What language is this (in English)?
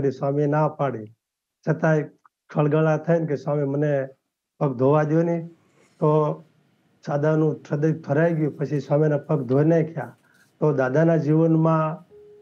Gujarati